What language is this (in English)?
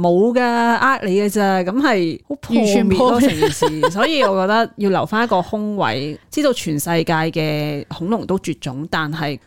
Cantonese